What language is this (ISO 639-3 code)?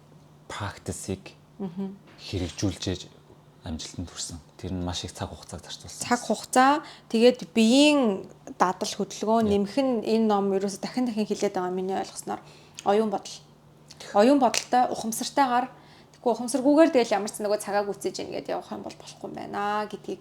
mon